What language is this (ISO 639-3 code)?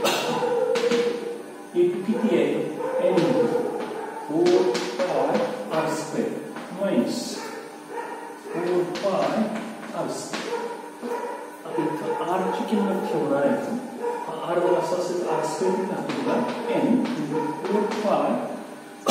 mar